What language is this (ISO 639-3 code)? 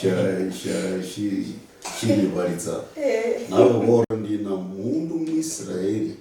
luy